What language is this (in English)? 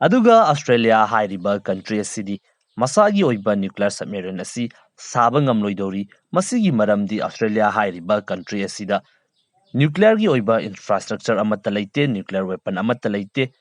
Manipuri